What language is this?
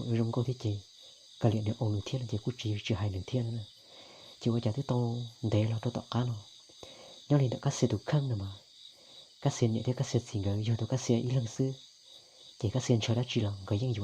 Hmong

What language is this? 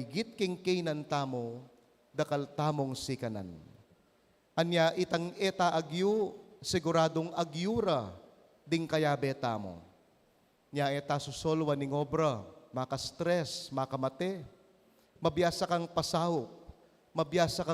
Pampanga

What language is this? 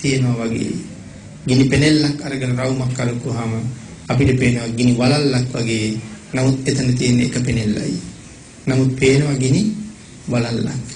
Sinhala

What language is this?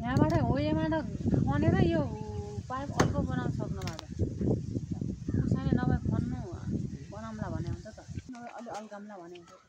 Nepali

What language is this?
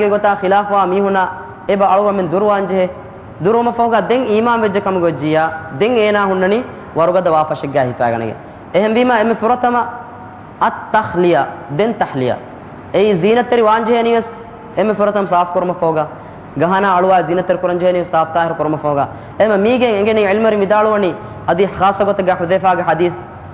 Divehi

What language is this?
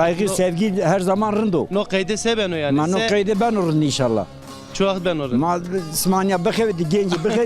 Zaza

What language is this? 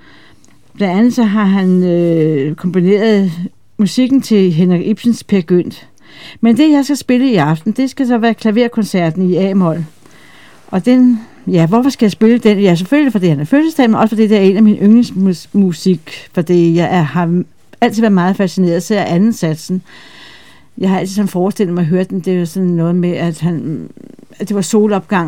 Danish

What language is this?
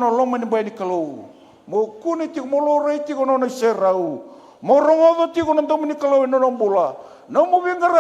Fijian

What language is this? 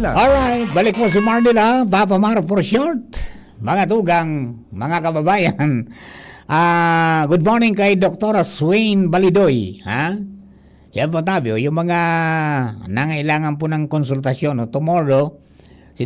Bikol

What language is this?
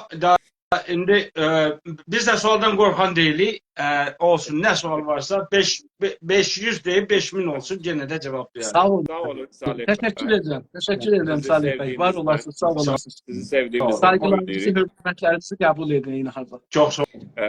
South Azerbaijani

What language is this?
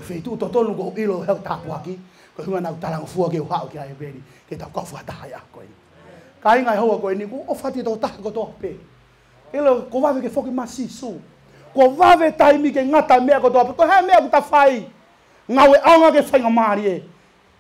Tongan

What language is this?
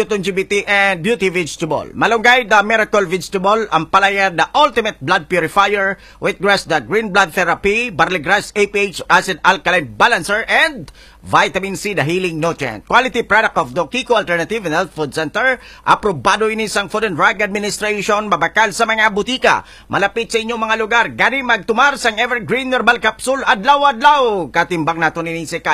Hiligaynon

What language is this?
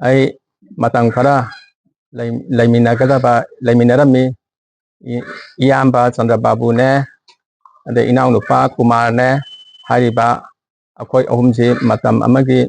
Manipuri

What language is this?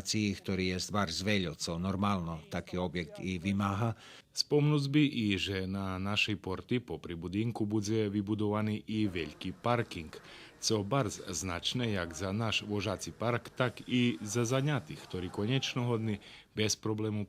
Rusyn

